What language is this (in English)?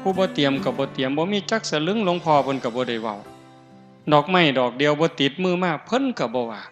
Northeastern Thai